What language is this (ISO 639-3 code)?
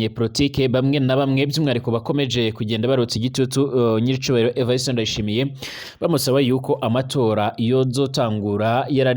run